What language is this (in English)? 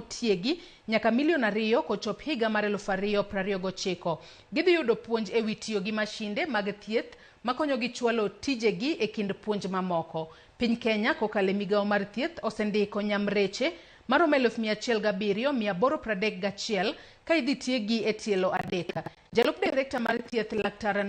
Luo (Kenya and Tanzania)